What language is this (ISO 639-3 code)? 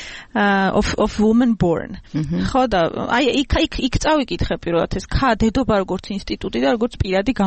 kat